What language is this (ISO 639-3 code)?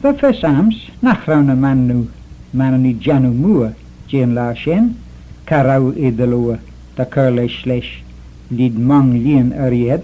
glv